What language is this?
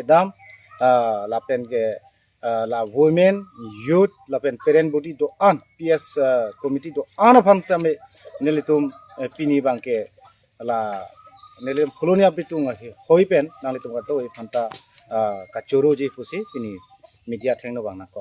Karbi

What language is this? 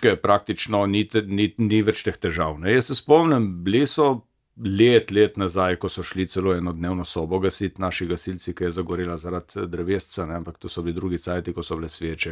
Slovenian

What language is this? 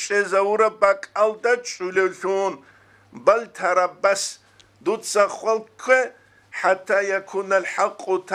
Avaric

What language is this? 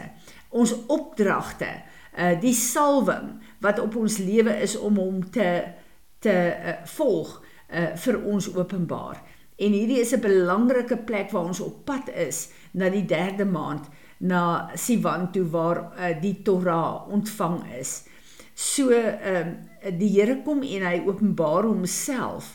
Afrikaans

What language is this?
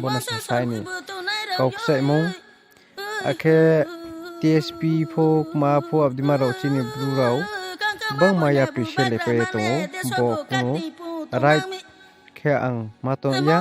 Riang (India)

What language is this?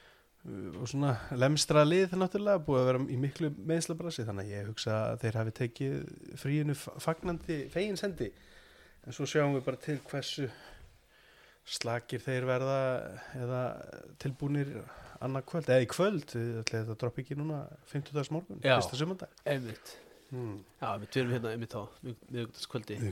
Icelandic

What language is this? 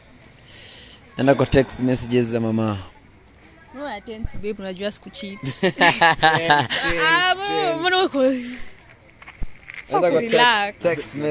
Swahili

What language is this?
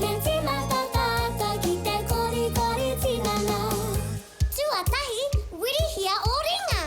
Māori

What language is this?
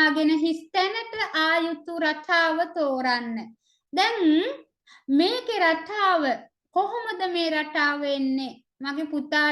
Sinhala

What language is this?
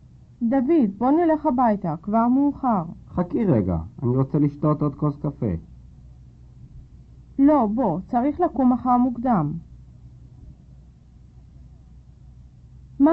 Hebrew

